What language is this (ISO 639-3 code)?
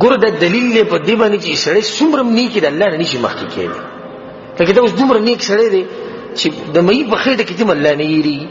pus